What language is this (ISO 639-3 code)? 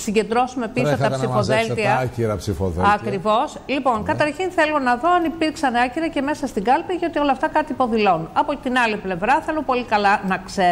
ell